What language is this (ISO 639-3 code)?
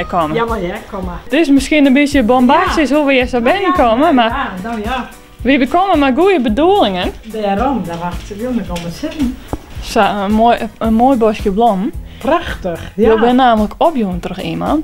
fry